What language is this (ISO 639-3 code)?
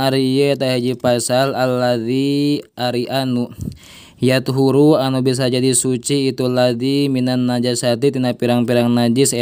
sun